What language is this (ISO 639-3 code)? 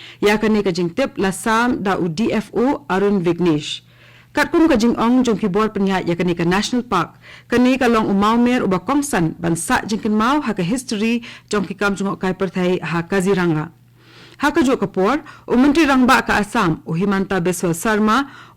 kha